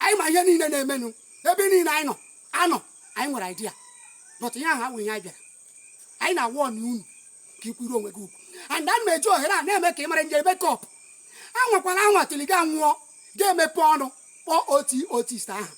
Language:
Igbo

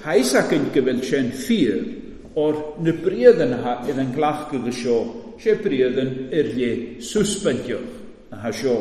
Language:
Welsh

